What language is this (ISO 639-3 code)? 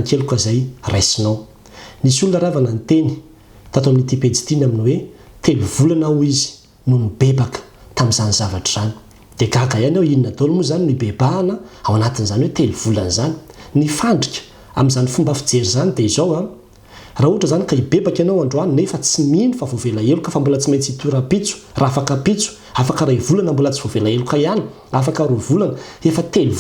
mlg